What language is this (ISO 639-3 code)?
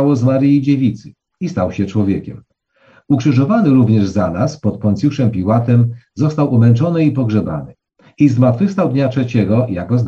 pol